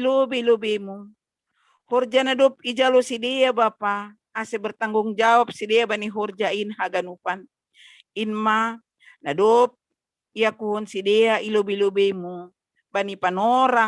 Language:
Batak Simalungun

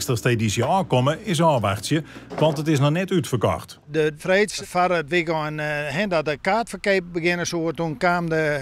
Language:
Western Frisian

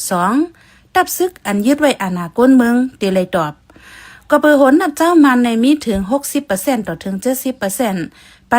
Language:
Shan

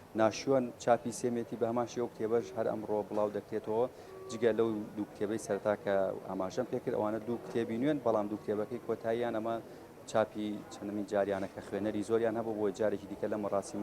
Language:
Central Kurdish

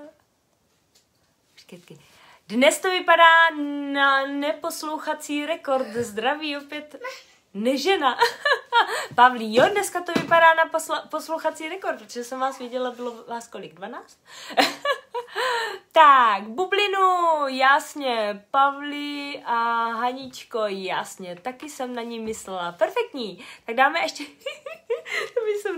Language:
Czech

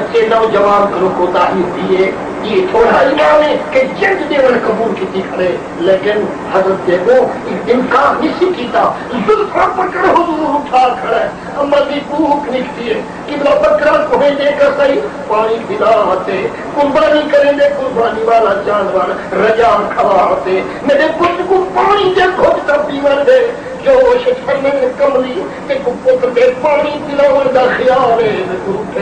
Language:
Saraiki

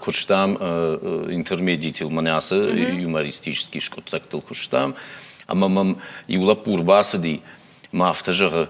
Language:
Ossetic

